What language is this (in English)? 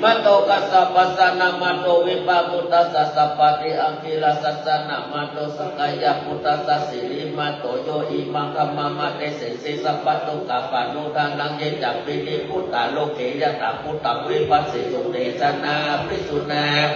Pali